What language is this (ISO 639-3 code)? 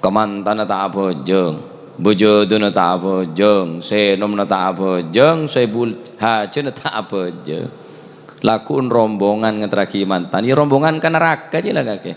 mad